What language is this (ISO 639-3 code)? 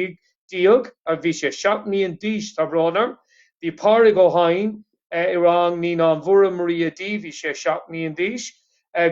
gle